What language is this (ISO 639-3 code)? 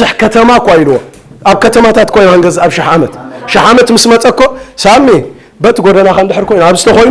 tir